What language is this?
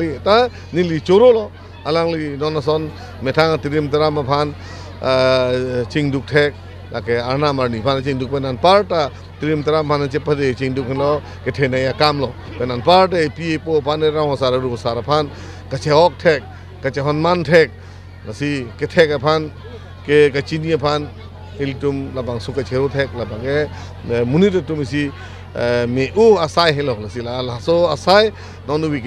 Karbi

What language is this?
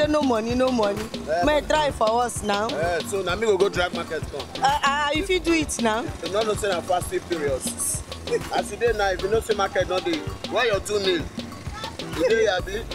Nigerian Pidgin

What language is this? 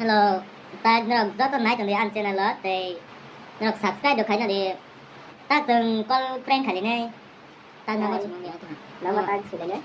Kok Borok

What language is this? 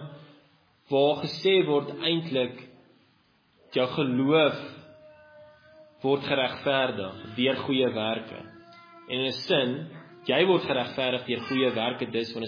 Afrikaans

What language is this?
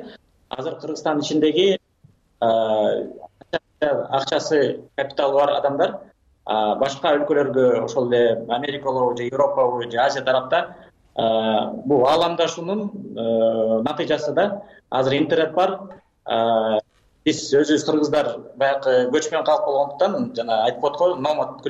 Kyrgyz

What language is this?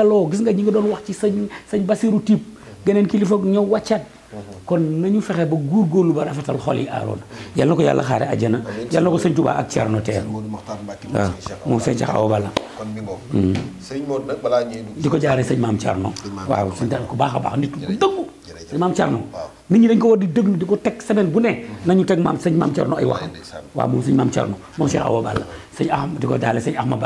Wolof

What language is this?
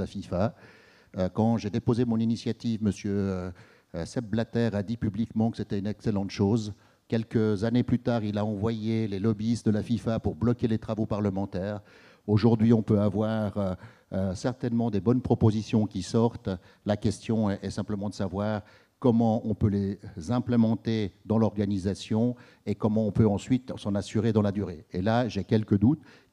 French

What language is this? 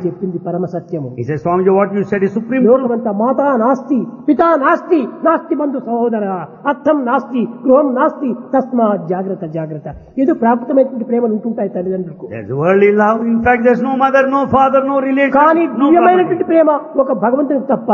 Telugu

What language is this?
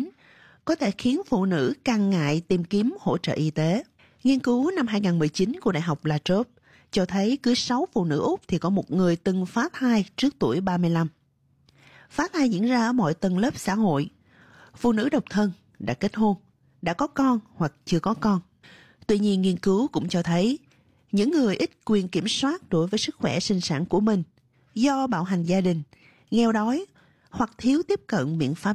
Vietnamese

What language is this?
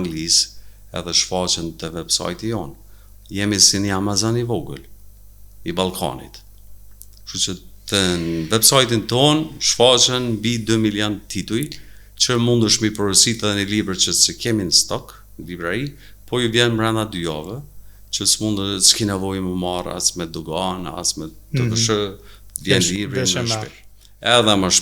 Albanian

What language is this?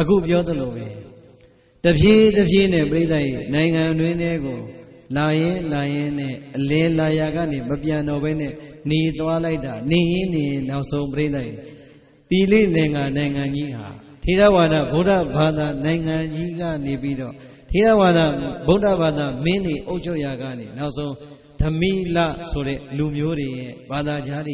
Burmese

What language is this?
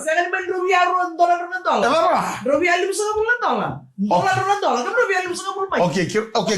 Fijian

